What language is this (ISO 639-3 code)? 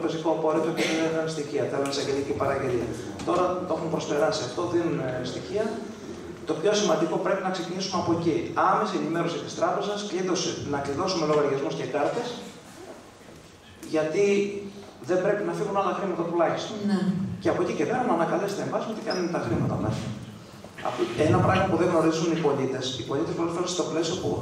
ell